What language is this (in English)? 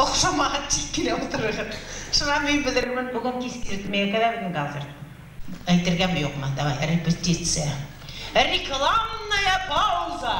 Bashkir